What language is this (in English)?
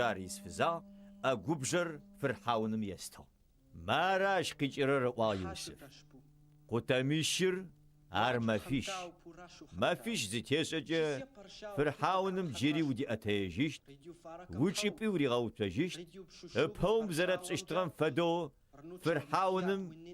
Adyghe